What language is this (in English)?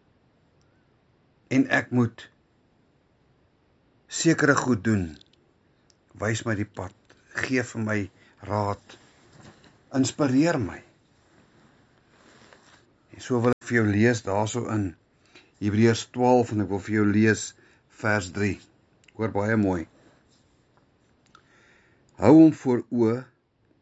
Afrikaans